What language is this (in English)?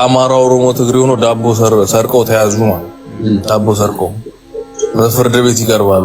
Amharic